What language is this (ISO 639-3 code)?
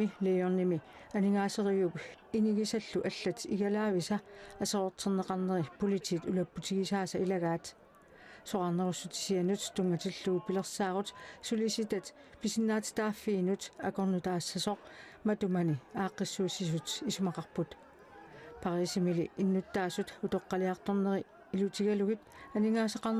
kal